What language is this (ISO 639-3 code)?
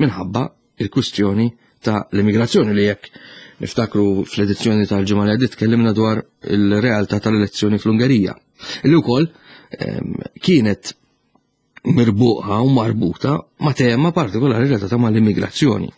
mlt